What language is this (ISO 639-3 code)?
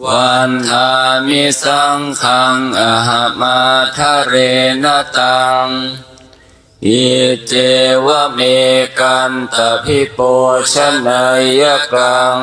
pli